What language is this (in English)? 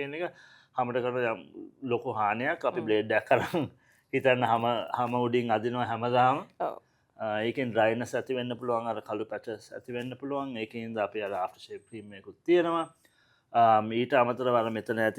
Sinhala